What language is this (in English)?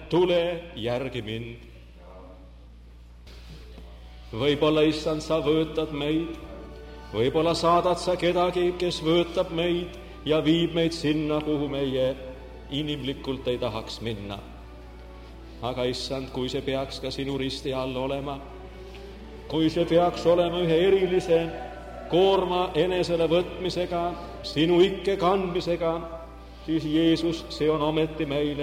Estonian